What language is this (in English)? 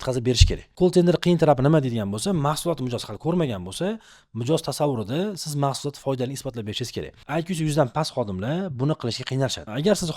Uzbek